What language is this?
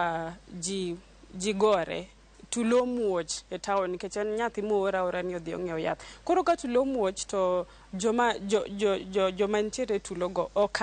Luo (Kenya and Tanzania)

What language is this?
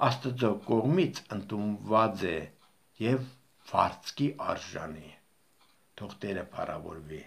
Armenian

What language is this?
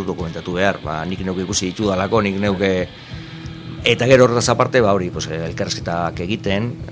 Basque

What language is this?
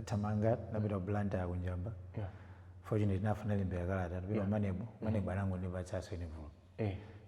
Nyanja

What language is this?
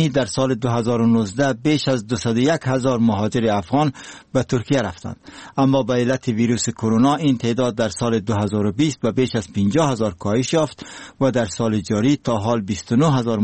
Persian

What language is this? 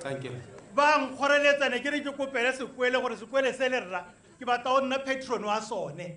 Tswana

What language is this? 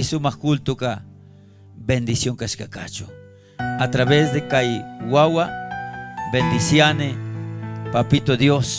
Chimborazo Highland Quichua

